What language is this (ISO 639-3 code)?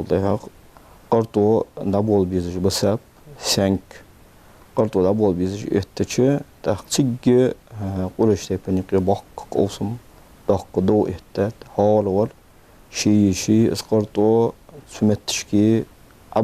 inh